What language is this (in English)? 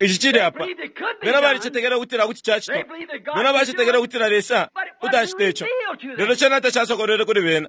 Bemba